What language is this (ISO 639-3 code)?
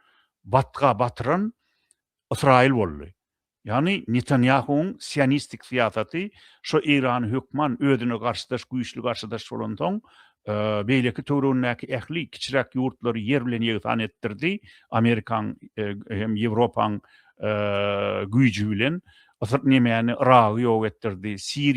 tuk